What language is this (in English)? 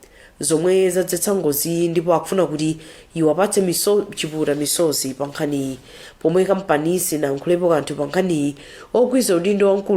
Nyanja